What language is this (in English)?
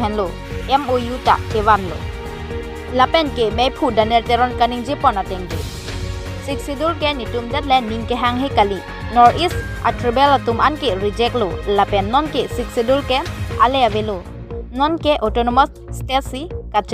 Karbi